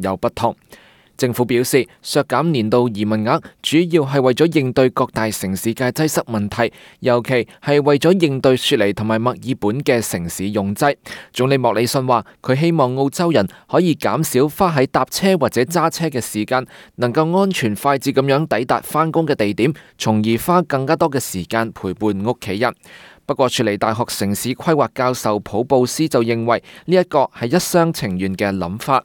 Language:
Cantonese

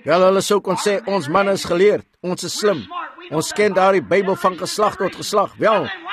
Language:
Afrikaans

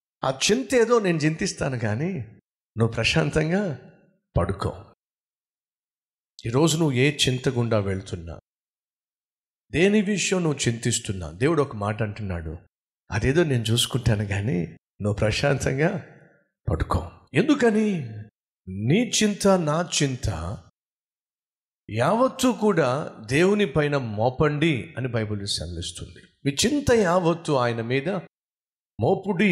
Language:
Telugu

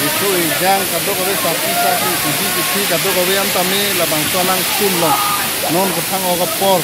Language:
Karbi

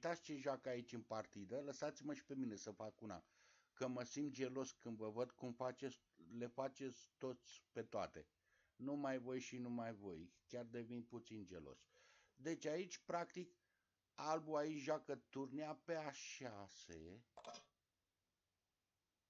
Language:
Romanian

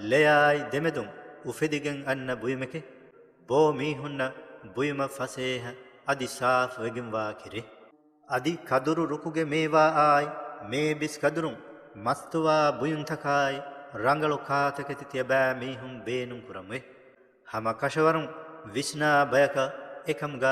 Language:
Divehi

